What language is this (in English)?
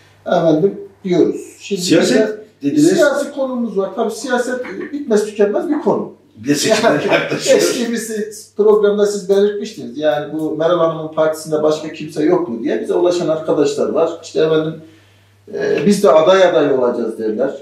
Turkish